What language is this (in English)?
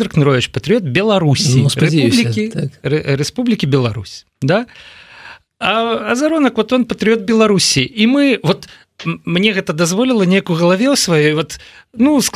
Belarusian